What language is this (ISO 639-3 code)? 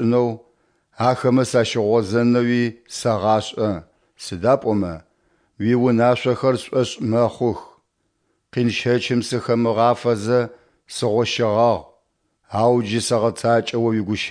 ady